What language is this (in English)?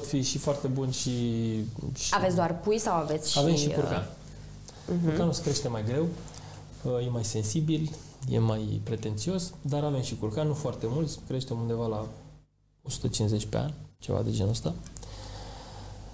Romanian